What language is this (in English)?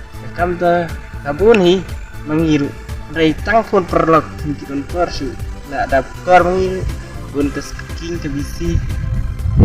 Khasi